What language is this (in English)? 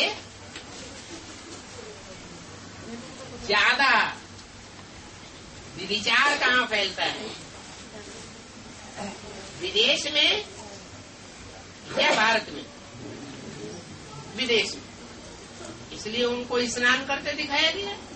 Hindi